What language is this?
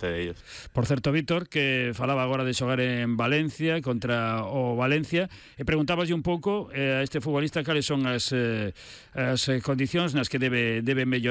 Galician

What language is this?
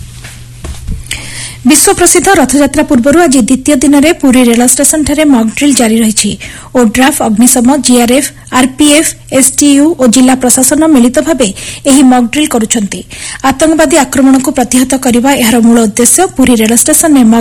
Odia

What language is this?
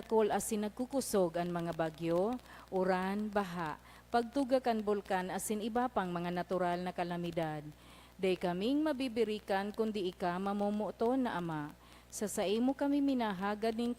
Bikol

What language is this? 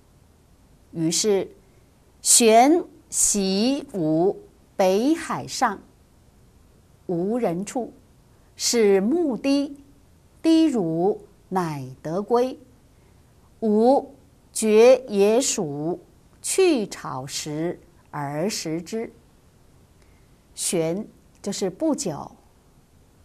Chinese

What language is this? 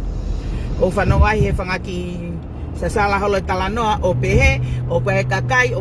Tongan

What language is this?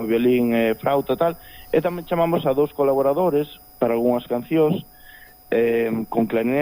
Galician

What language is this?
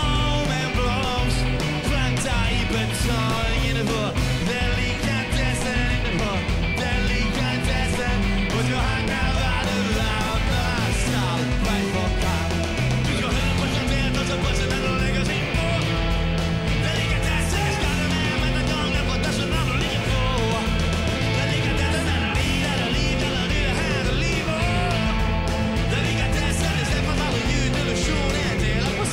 Norwegian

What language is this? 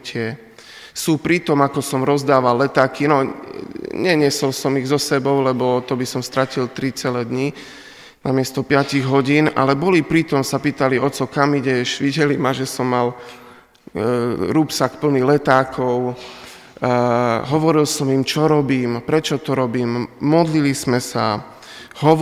Slovak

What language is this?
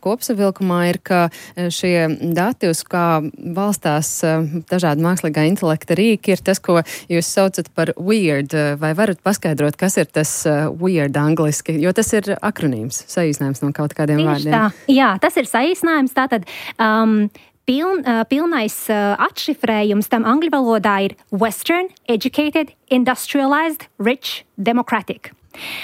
Latvian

